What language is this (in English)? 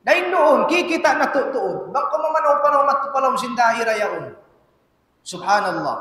Tausug